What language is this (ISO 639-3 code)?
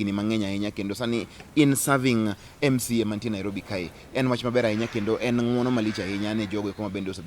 luo